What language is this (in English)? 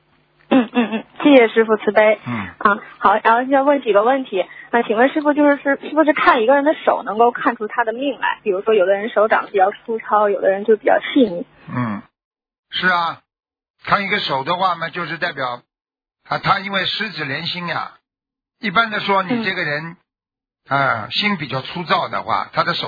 Chinese